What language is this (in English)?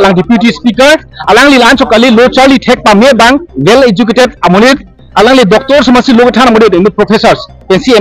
Karbi